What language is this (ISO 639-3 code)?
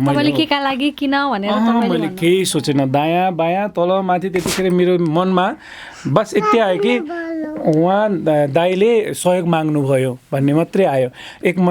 nep